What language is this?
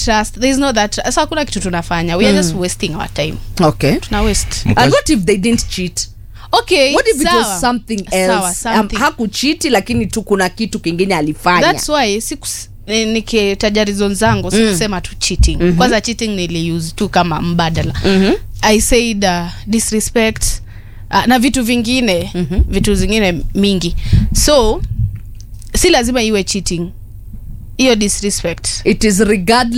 Swahili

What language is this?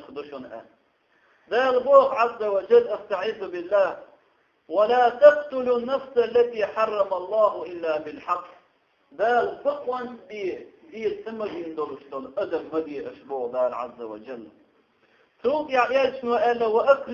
Chechen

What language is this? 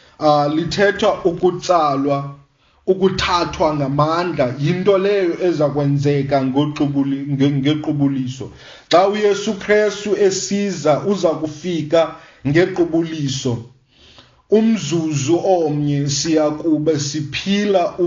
Xhosa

